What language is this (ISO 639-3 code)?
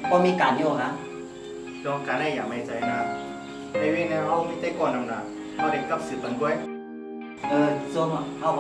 shn